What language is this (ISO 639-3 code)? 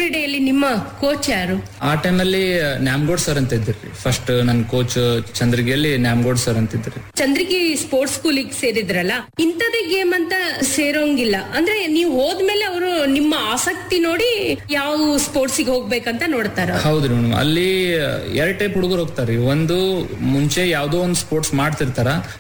kan